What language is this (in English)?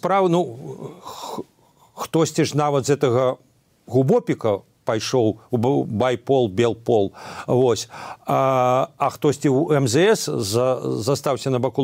Belarusian